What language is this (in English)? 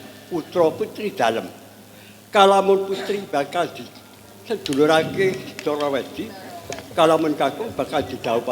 Javanese